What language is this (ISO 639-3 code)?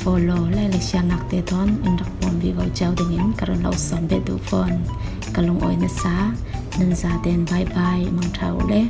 cfm